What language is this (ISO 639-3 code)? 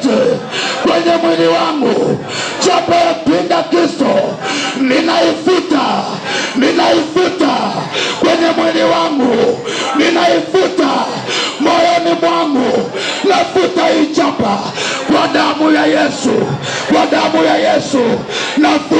swa